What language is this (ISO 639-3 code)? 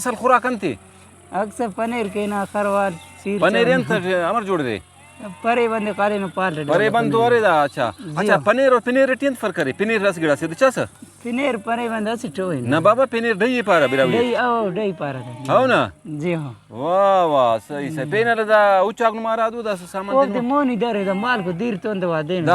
brh